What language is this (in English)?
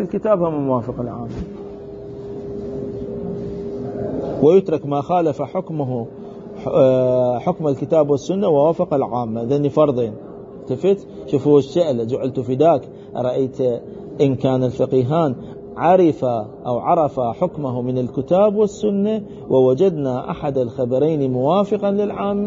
Arabic